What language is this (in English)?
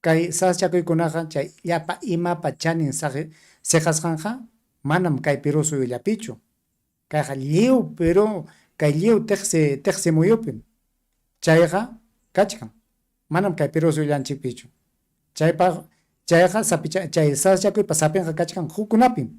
Ayacucho Quechua